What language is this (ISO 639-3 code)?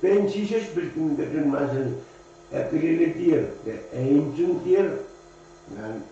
pon